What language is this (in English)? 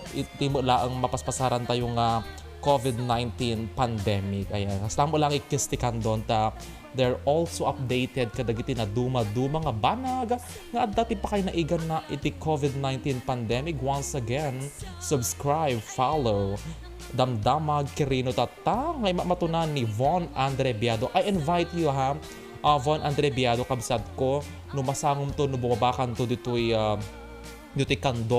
Iloko